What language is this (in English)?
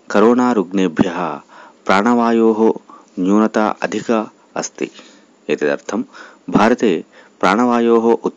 Sanskrit